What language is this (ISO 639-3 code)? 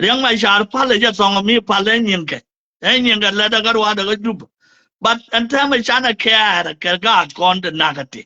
nus